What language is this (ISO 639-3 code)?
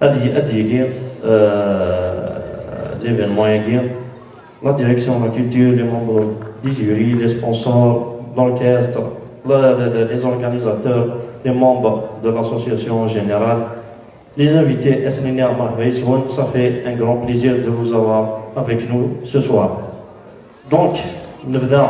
kab